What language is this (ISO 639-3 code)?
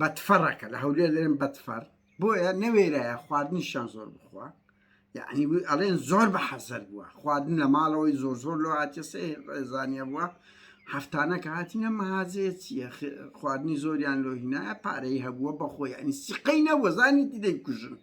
ckb